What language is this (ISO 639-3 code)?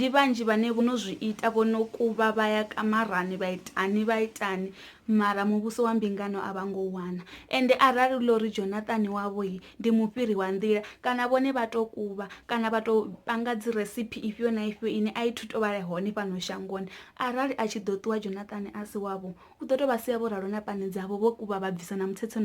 ven